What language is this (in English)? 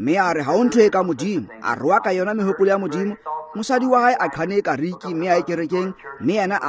Tswana